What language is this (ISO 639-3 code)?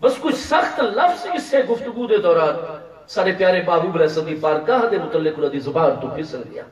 skr